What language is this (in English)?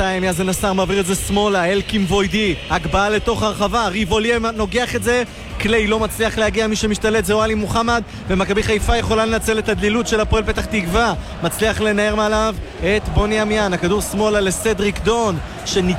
Hebrew